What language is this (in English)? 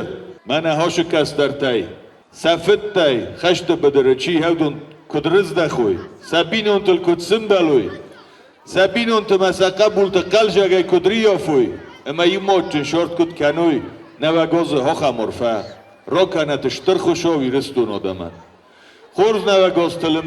Ossetic